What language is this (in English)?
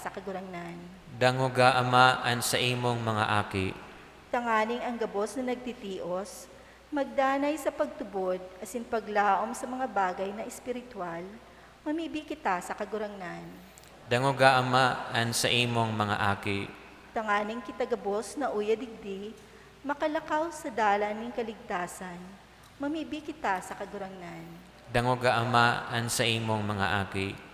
Bikol